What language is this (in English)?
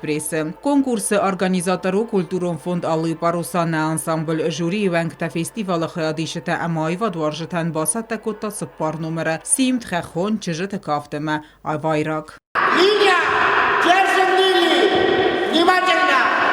Ossetic